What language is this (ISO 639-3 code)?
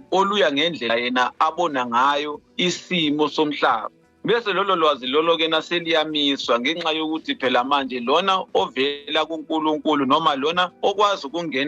zul